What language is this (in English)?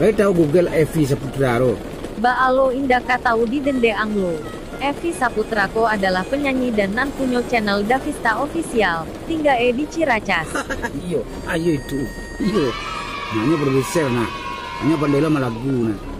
Minangkabau